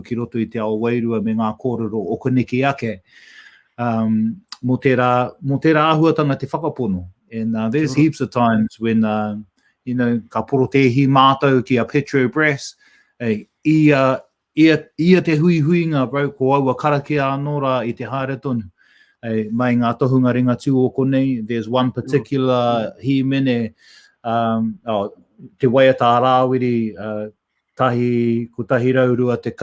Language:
Māori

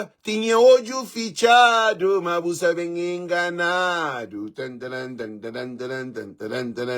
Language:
Kabuverdianu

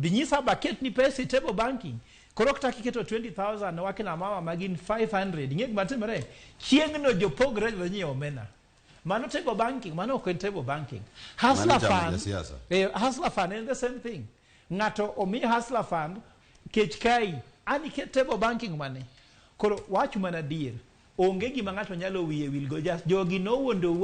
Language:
Luo (Kenya and Tanzania)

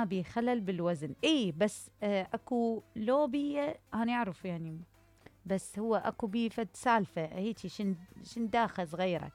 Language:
Mesopotamian Arabic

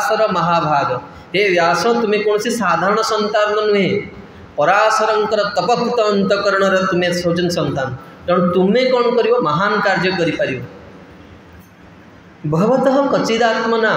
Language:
Odia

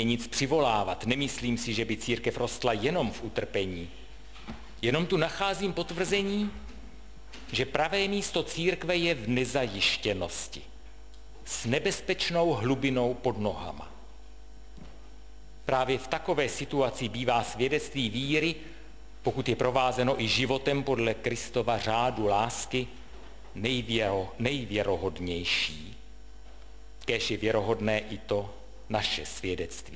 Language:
Czech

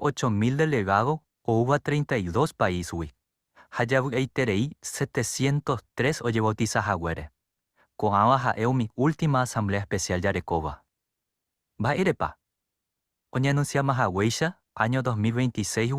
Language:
Guarani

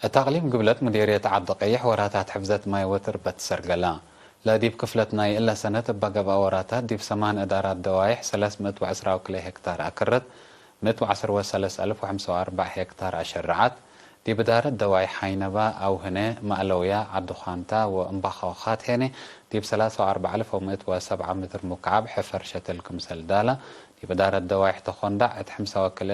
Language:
Tigre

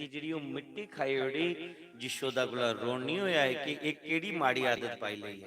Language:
Dogri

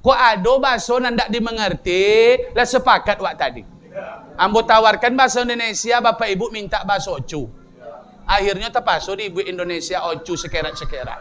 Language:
Minangkabau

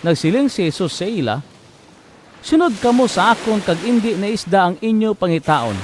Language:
Hiligaynon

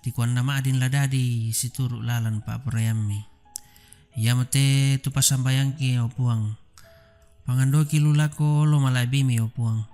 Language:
Toraja-Sa'dan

